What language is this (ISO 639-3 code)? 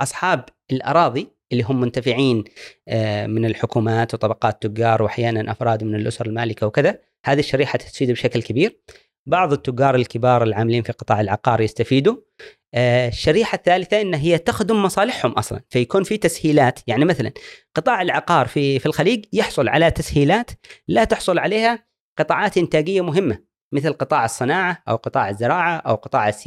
afb